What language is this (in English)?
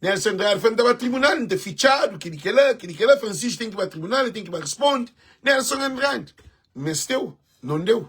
Kabuverdianu